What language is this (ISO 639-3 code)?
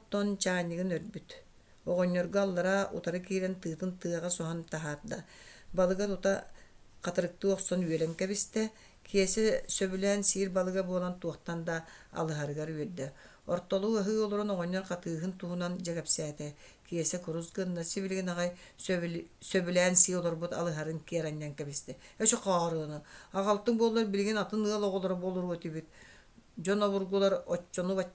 sah